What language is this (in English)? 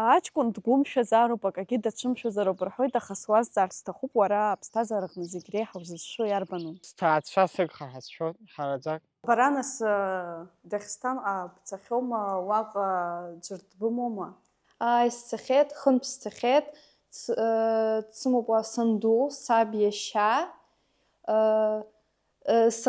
Abkhazian